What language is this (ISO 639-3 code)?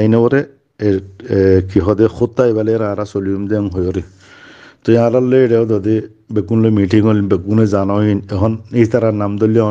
rhg